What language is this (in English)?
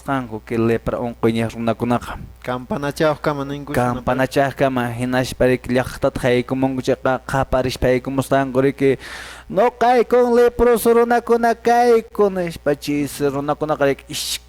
Quechua